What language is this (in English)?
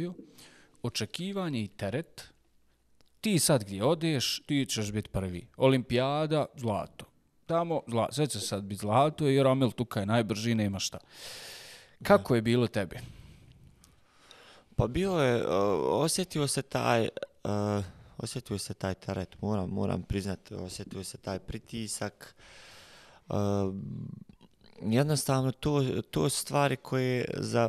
Bosnian